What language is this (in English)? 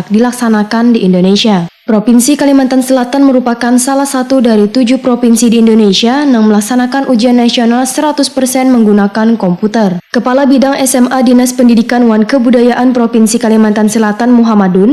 Banjar